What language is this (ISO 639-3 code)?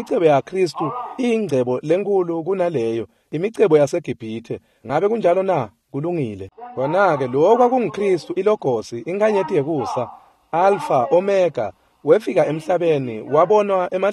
ssw